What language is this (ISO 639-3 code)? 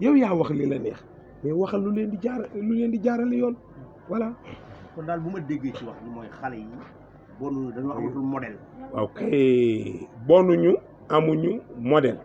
wol